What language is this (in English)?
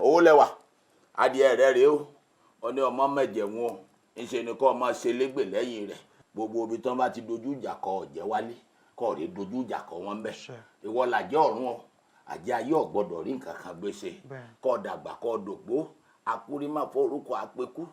Yoruba